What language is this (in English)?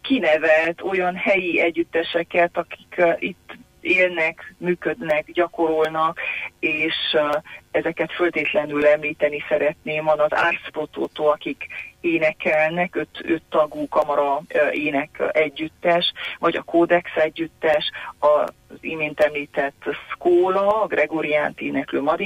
Hungarian